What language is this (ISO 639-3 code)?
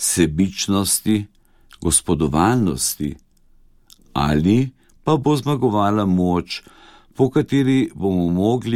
slv